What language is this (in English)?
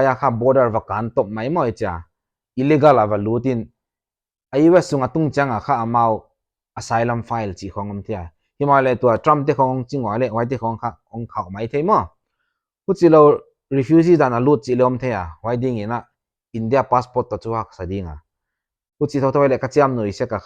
Paite Chin